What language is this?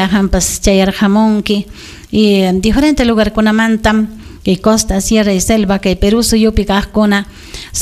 Ayacucho Quechua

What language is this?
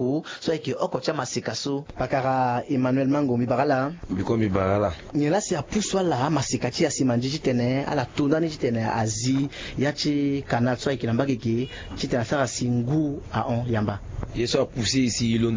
Sango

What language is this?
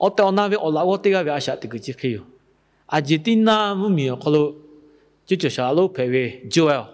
Lahu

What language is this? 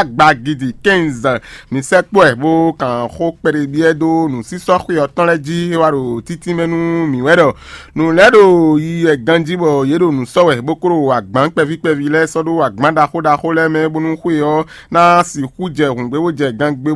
Fon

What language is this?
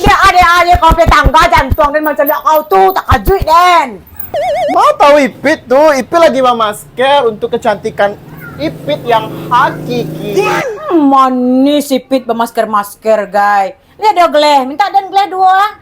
Minangkabau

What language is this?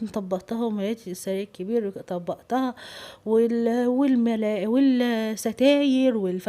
Egyptian Arabic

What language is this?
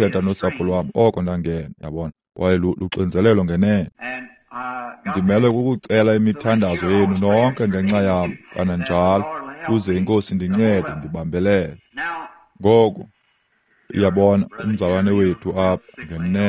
Xhosa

